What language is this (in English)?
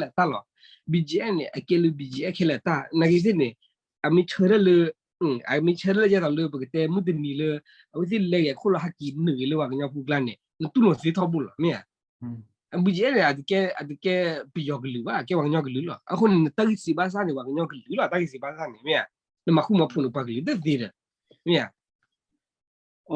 S'gaw Karen